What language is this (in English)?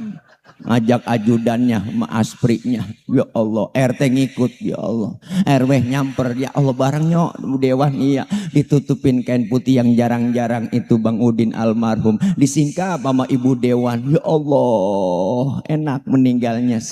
Betawi